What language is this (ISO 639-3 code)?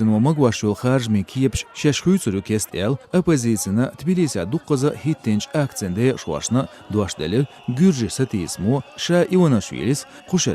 che